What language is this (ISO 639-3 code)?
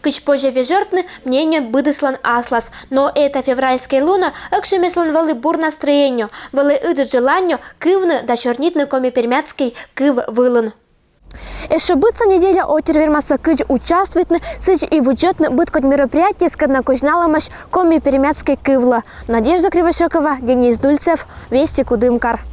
koi